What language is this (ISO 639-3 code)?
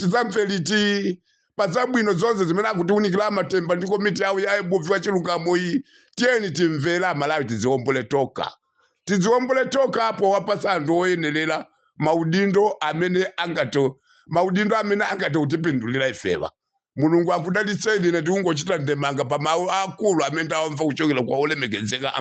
nya